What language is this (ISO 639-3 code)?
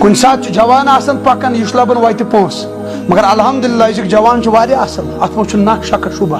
kas